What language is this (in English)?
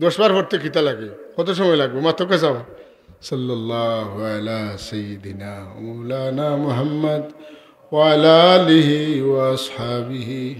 Sylheti